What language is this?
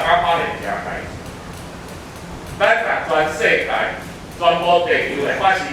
Min Nan Chinese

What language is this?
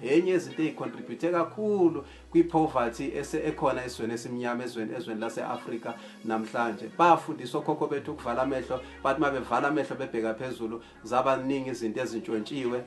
Zulu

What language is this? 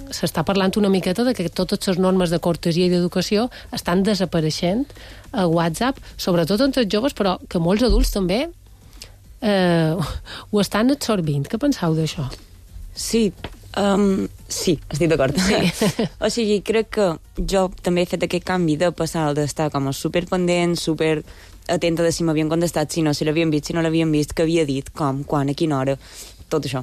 Catalan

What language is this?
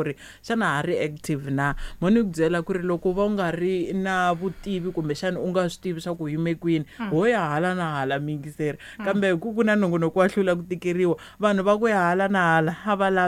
Tsonga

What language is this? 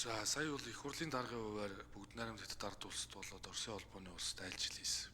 Mongolian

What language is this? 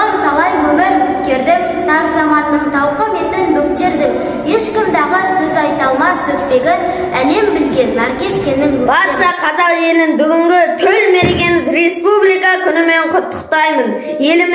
Kazakh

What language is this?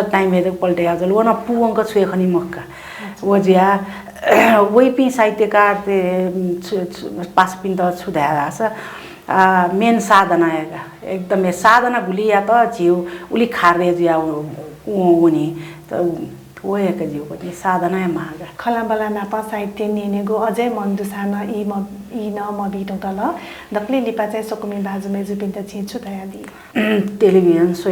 Newari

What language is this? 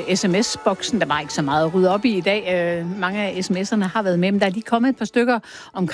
Danish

